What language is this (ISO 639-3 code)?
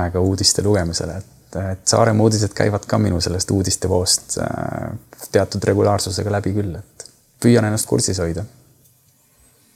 est